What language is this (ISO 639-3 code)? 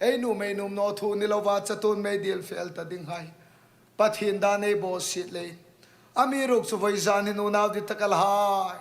hmr